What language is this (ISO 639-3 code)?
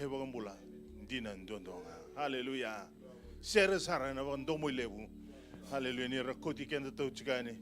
fij